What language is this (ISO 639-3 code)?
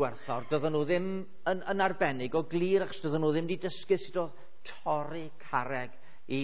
cym